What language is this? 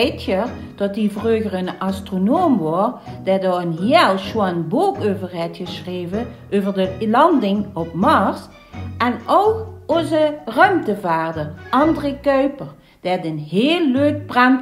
Limburgish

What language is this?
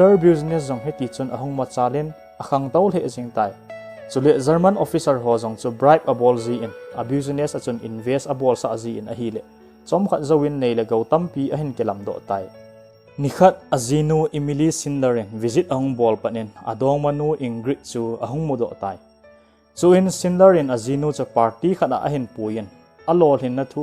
Thado Chin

